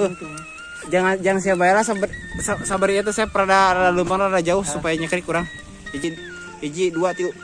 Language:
Sundanese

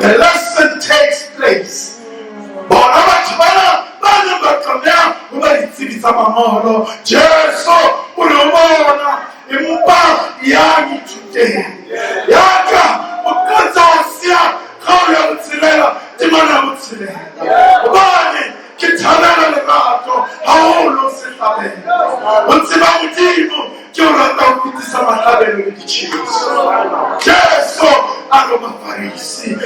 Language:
Southern Sotho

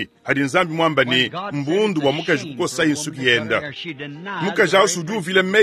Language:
Luba-Lulua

